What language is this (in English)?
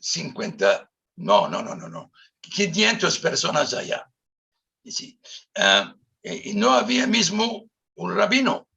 Ladino